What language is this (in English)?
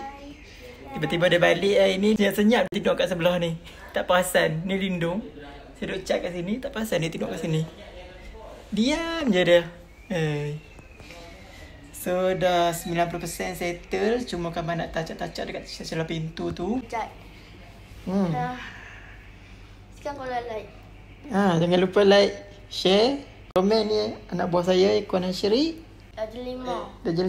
Malay